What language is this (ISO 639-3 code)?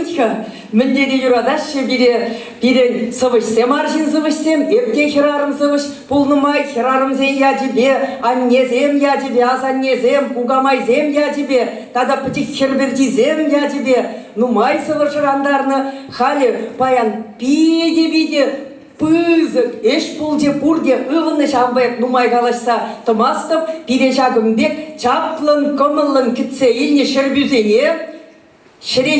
chv